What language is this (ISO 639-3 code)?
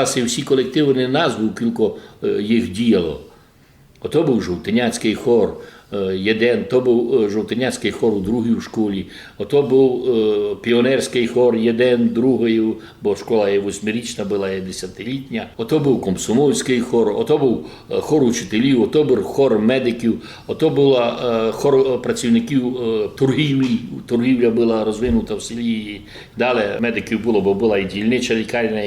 rue